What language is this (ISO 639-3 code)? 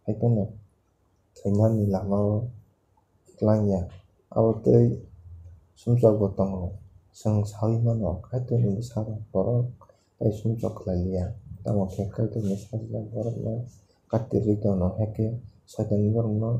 trp